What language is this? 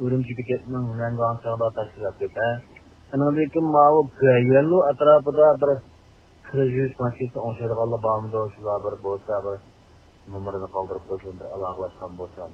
Uyghur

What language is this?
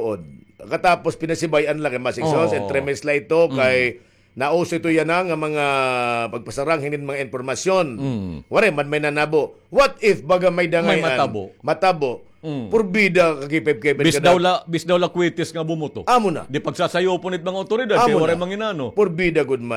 Waray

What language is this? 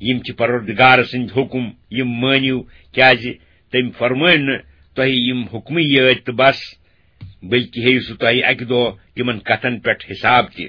Kashmiri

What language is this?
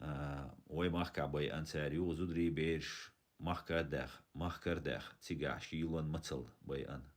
Chechen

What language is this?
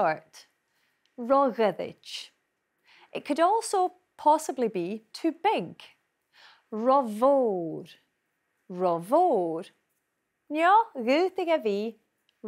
Scottish Gaelic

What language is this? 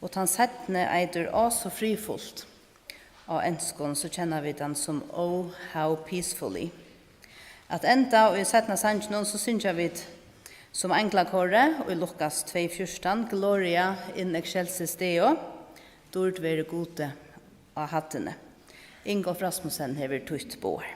Faroese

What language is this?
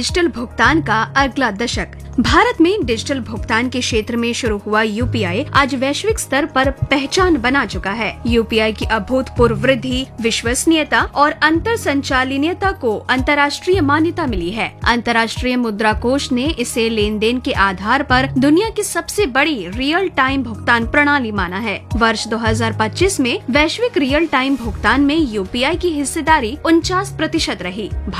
Hindi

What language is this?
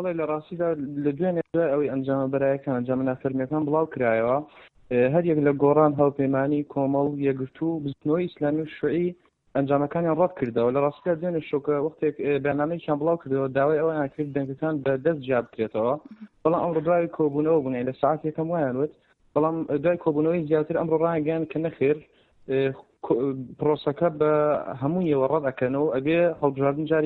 Central Kurdish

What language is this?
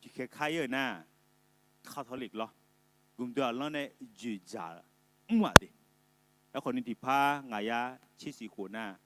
Akha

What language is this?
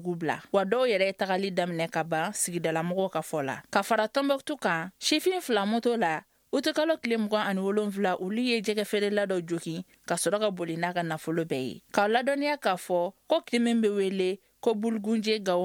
Bambara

